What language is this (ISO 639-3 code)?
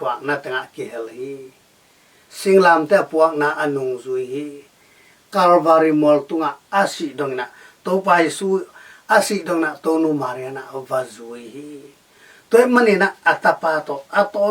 ctd